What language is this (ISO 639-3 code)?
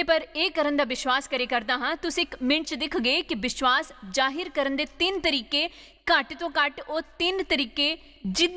doi